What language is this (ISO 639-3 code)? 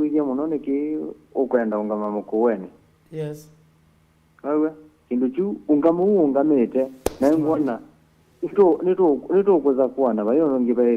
kam